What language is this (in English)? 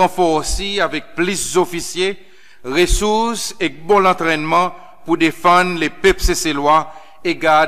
Seselwa Creole French